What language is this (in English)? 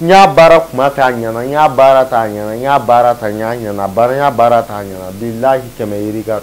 Bambara